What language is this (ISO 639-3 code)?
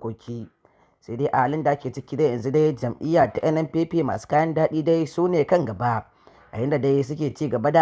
hau